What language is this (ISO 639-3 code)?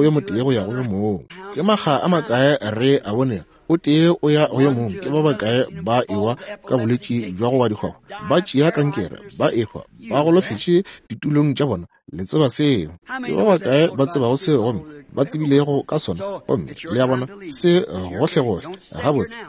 nso